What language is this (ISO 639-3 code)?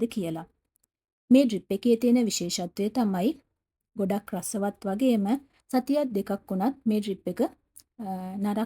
sin